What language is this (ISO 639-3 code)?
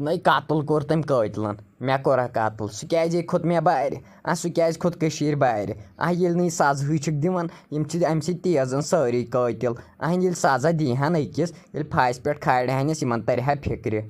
kas